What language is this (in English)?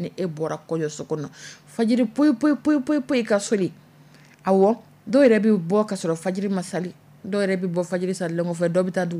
Dyula